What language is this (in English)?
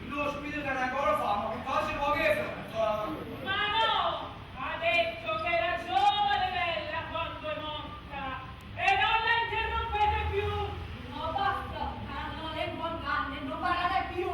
Neapolitan